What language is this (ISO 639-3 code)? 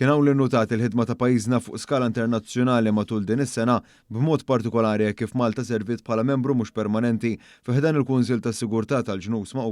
mlt